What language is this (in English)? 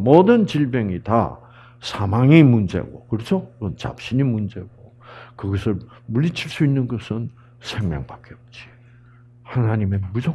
Korean